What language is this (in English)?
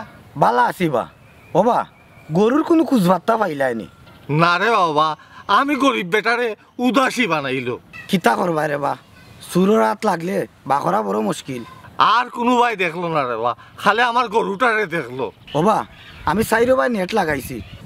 Sylheti